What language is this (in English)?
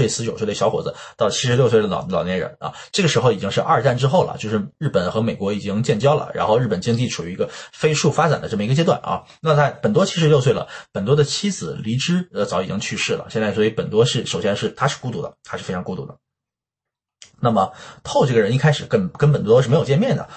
Chinese